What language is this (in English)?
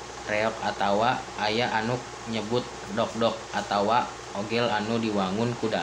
Sundanese